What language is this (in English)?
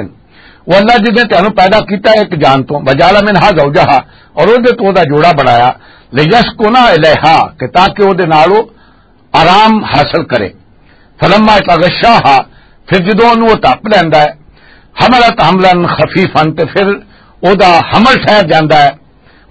Western Panjabi